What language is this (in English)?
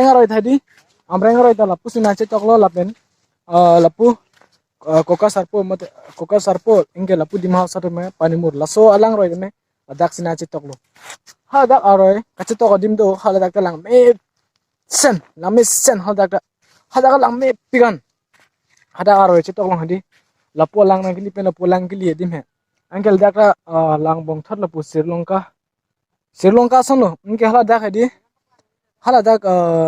Karbi